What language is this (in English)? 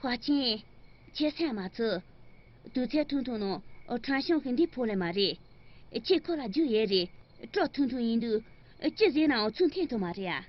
Tibetan